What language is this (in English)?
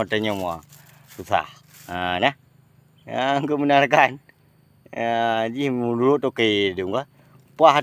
Achinese